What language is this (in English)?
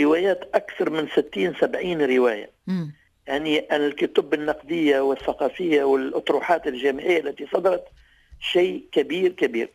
Tunisian Arabic